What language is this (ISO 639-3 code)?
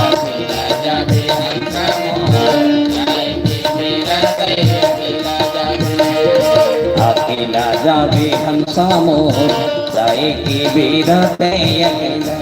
hne